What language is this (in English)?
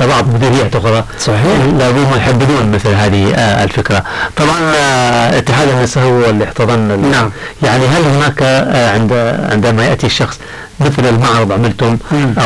Arabic